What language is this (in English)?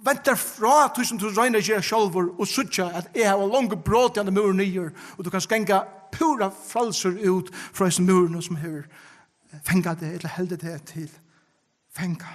Faroese